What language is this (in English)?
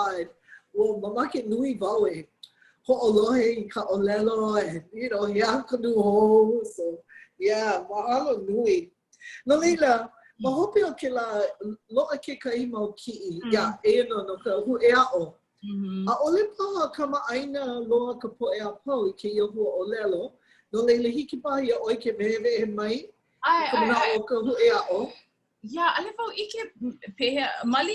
Hawaiian